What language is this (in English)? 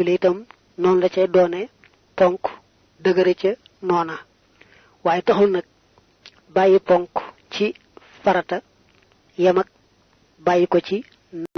Wolof